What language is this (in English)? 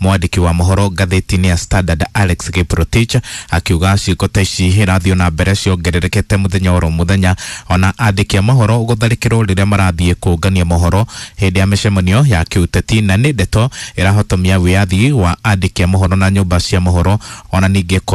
Kikuyu